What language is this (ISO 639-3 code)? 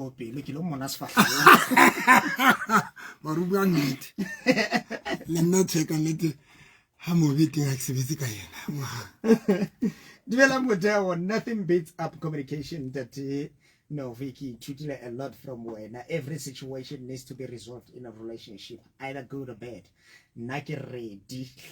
sot